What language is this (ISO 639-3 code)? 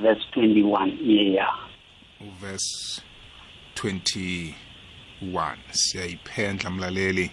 nbl